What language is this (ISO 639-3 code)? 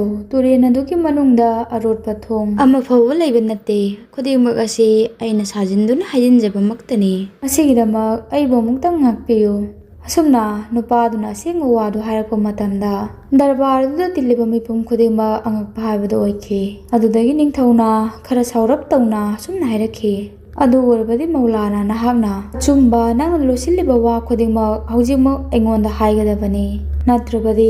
mni